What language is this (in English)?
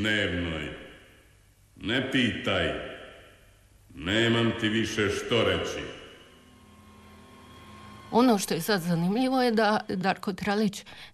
Croatian